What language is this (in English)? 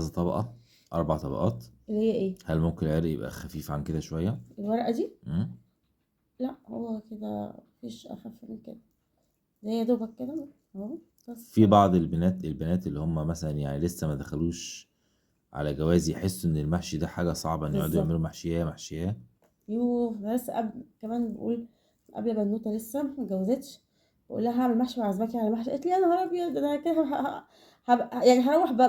Egyptian Arabic